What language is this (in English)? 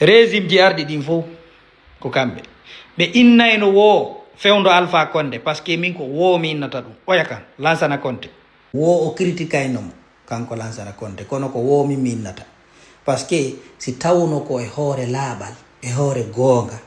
Fula